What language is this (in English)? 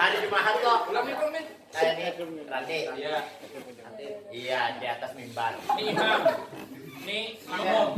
Banjar